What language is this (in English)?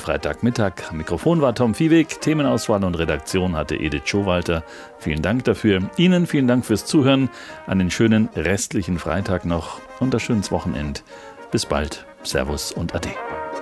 German